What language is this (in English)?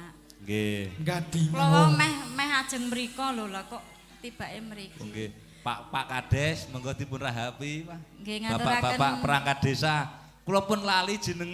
Javanese